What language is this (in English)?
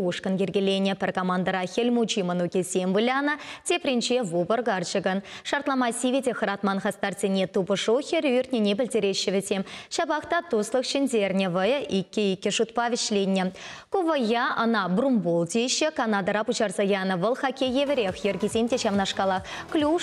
Chuvash